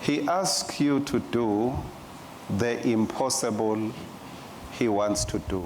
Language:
Swati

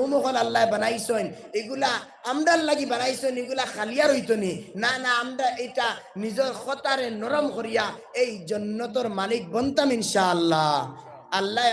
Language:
Sylheti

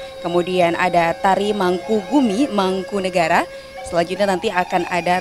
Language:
Indonesian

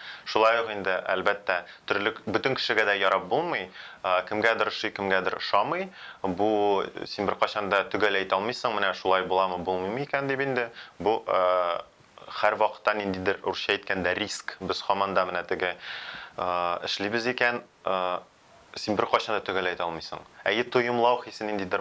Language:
Tatar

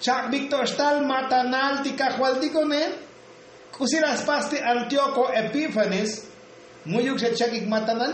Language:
Tzotzil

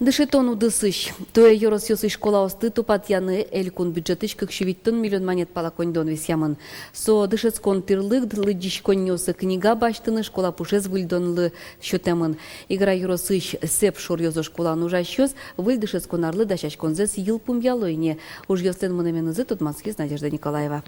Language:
Udmurt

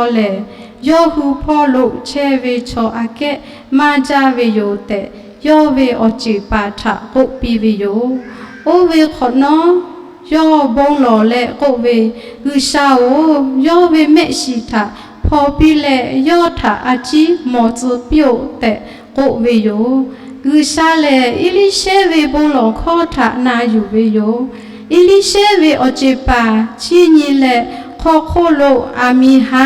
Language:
Lahu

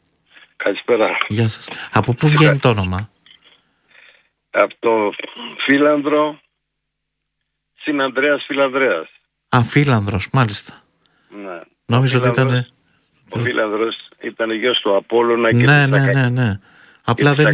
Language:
Greek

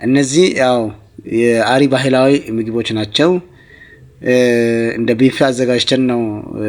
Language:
Amharic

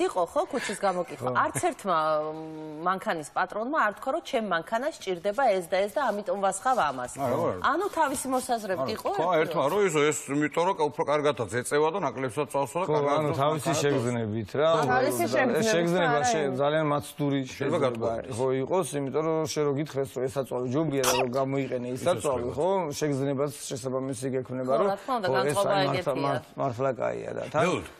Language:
Georgian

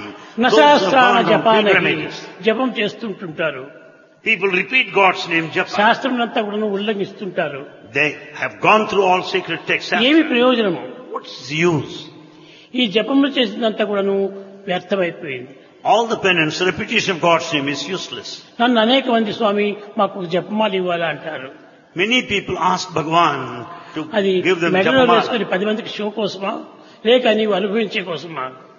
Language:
Telugu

